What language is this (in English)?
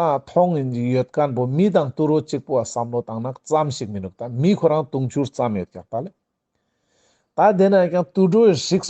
Ladakhi